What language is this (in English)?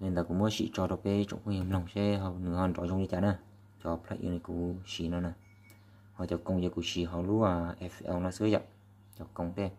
Hmong